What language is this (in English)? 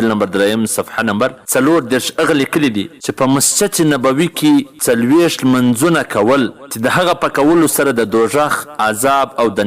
Pashto